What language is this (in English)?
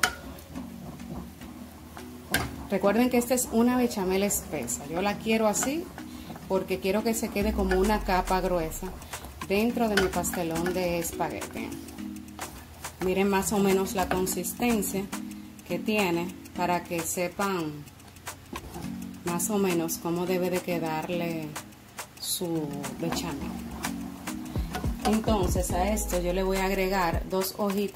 Spanish